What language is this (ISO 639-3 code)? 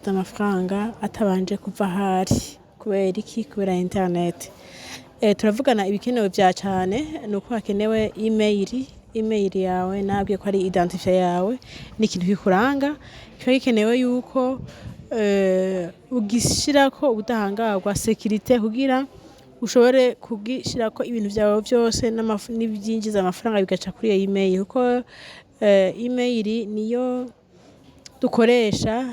run